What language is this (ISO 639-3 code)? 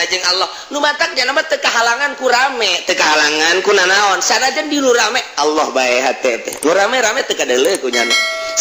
sun